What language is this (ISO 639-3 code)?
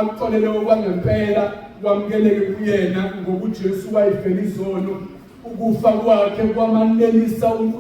zul